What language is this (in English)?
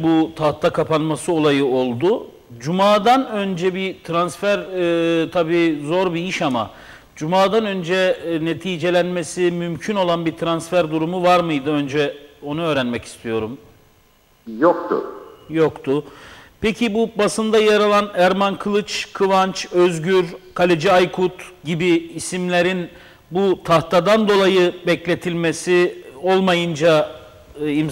Turkish